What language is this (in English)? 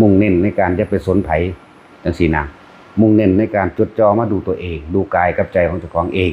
Northeastern Thai